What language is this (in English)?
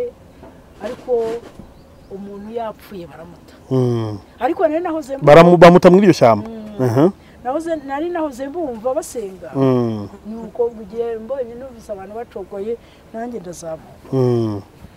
Kinyarwanda